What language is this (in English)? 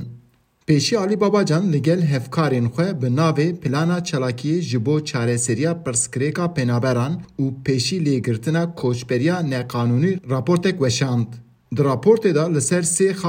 Kurdish